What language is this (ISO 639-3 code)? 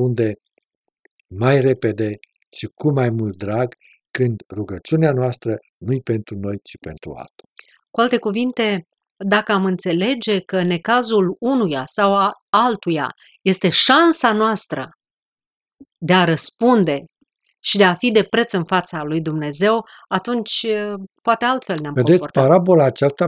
ron